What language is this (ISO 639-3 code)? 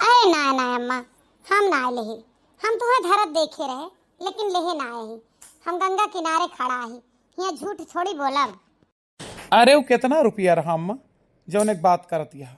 awa